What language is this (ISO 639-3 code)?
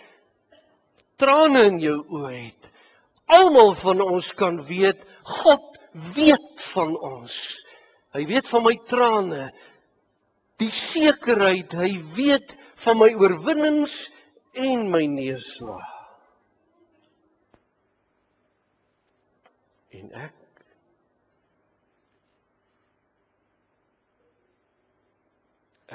afr